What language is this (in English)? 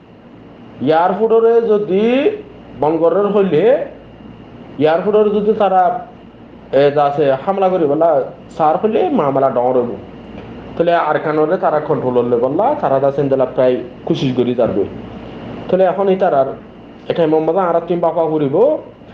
Rohingya